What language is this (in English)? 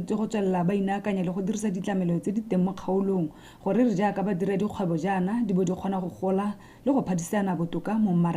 Tswana